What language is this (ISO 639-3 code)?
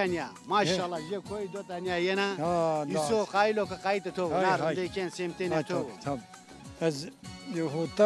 zza